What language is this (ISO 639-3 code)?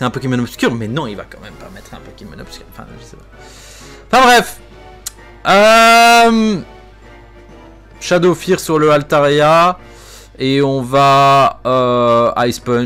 fra